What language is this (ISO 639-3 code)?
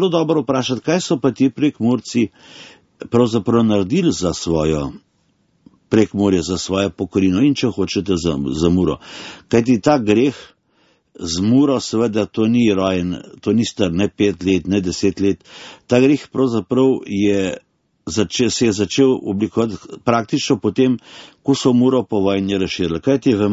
slv